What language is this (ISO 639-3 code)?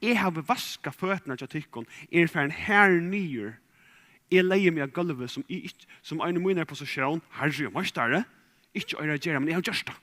fao